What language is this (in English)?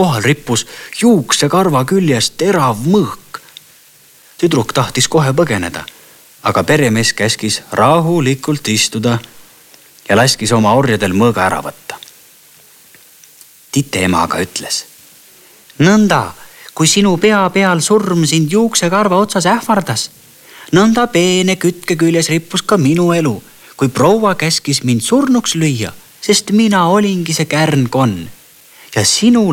Estonian